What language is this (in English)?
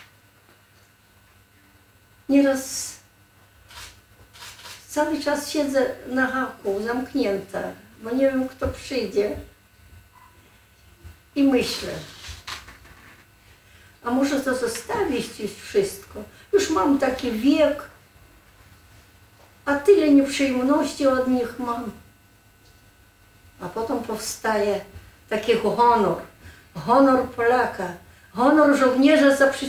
Polish